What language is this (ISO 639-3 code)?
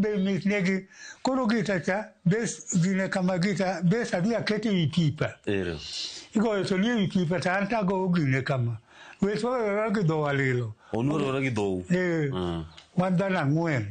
luo